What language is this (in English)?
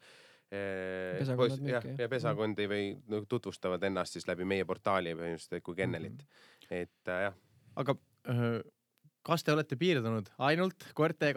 Estonian